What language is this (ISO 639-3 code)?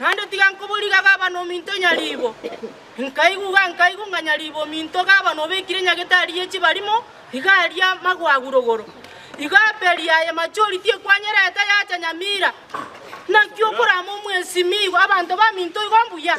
guz